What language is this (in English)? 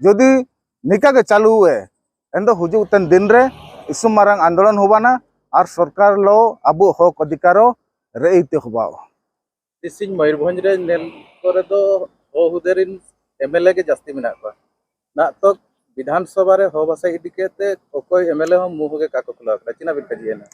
Santali